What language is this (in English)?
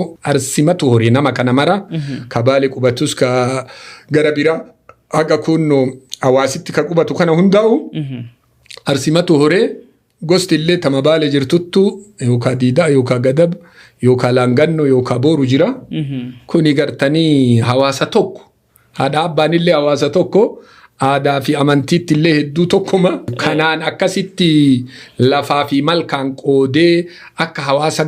Oromo